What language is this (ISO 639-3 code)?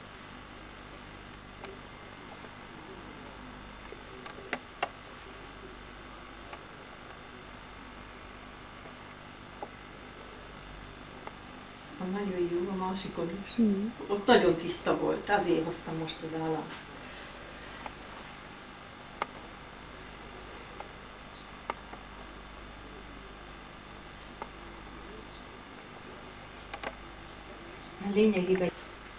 hun